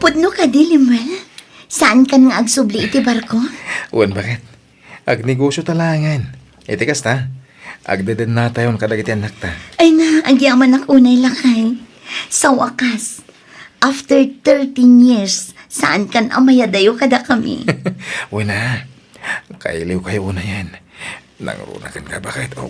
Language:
Iloko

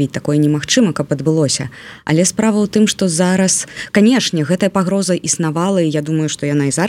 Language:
Belarusian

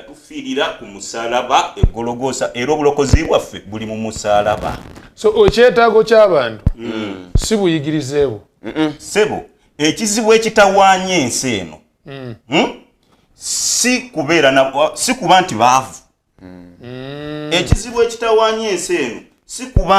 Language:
Ganda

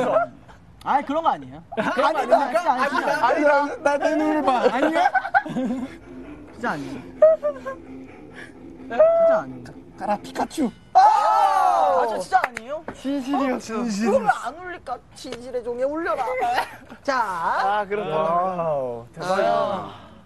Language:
Korean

